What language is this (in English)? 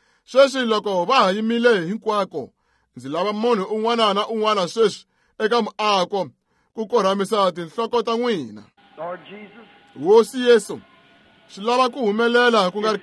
Tsonga